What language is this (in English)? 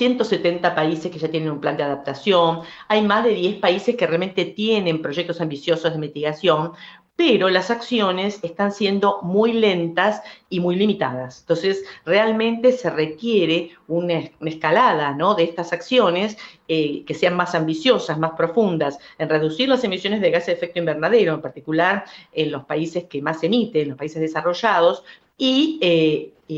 Spanish